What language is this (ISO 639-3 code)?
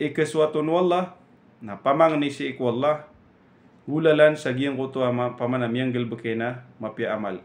mrw